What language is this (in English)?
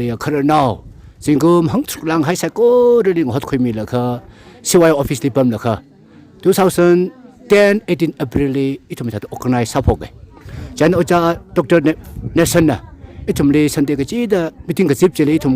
Tangkhul Naga (India)